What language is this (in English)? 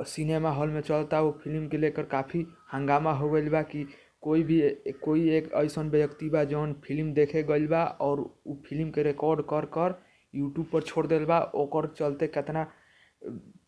Bhojpuri